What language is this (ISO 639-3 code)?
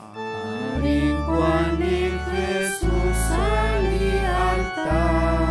kek